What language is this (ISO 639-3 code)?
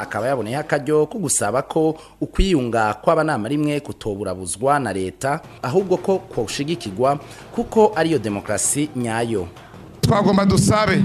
run